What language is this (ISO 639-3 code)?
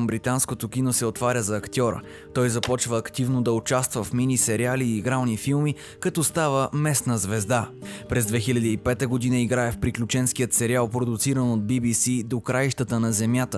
bul